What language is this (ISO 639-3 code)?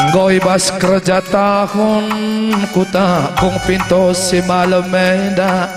btx